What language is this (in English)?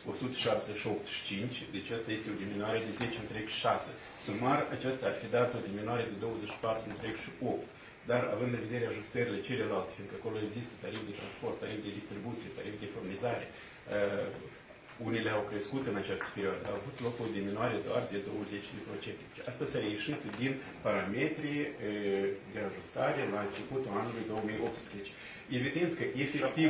Romanian